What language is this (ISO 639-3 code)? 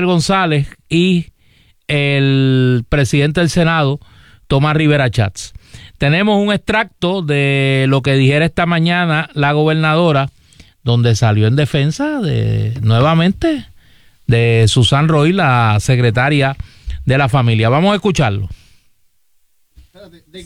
spa